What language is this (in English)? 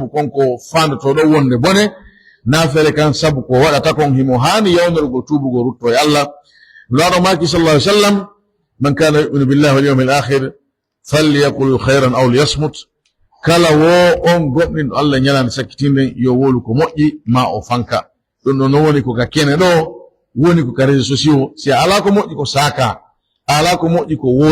Pular